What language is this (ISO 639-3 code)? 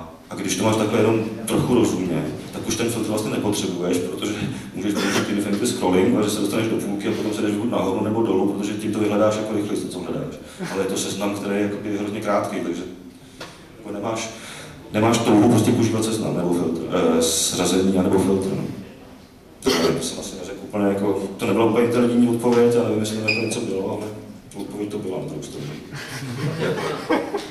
ces